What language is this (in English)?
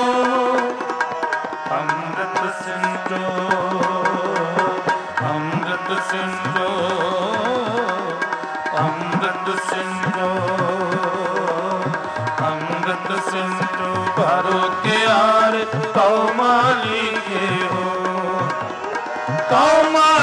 Punjabi